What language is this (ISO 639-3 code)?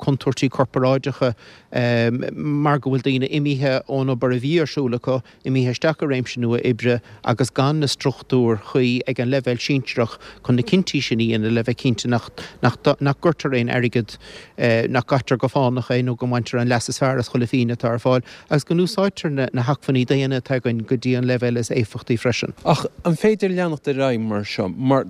gle